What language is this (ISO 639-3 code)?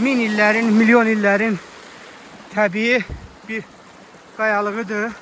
aze